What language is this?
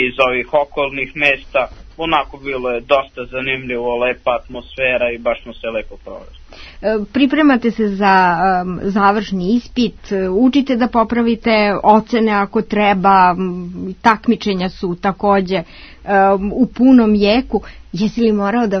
Serbian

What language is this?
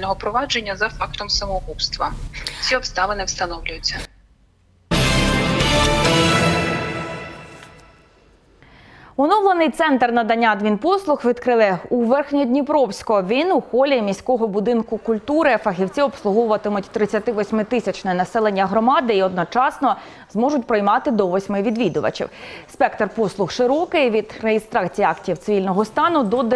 Ukrainian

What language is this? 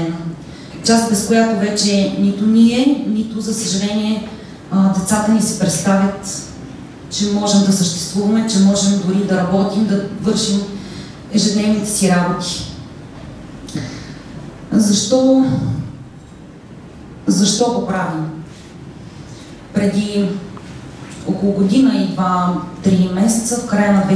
Bulgarian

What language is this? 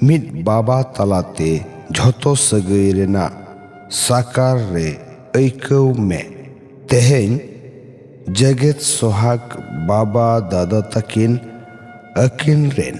Santali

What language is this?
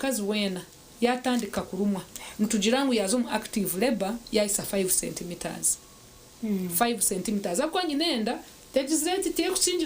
Nyankole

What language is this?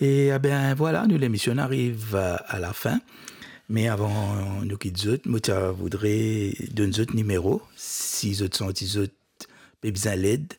Morisyen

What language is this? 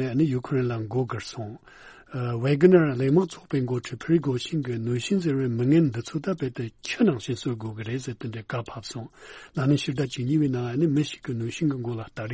Tibetan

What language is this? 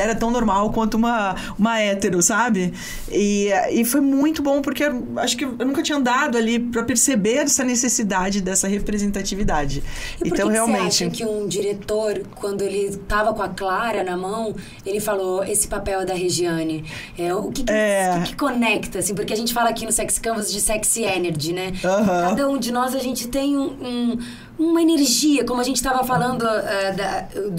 Portuguese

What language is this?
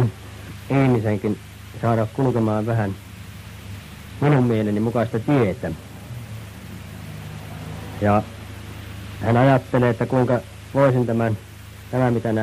Finnish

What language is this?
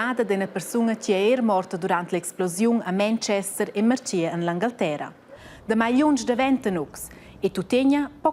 Romansh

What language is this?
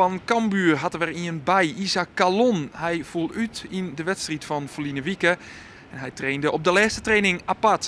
Western Frisian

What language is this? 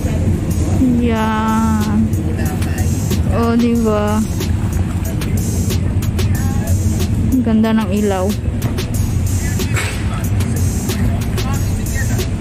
Filipino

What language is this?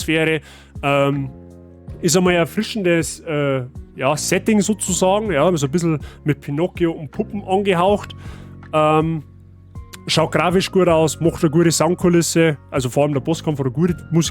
Bavarian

